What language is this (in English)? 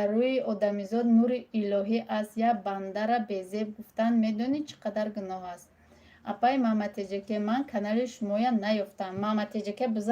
Tajik